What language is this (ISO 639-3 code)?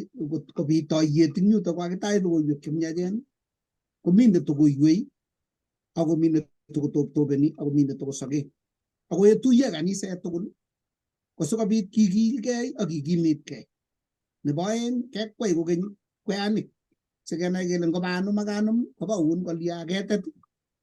kln